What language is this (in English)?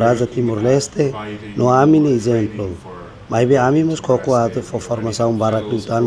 Tetum